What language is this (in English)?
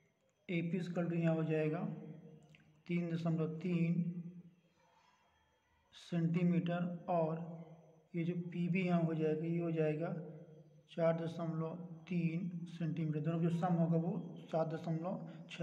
Hindi